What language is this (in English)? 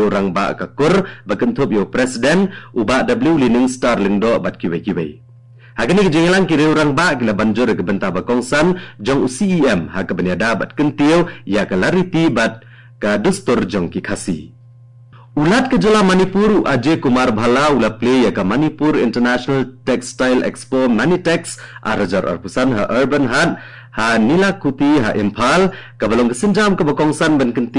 Khasi